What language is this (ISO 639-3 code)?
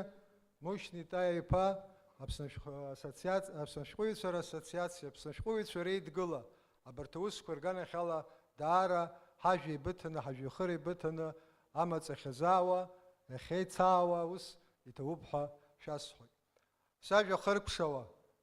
abk